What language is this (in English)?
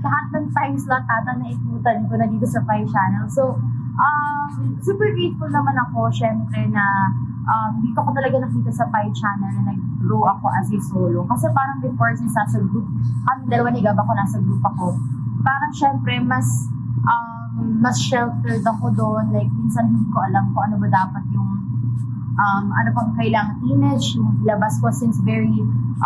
Filipino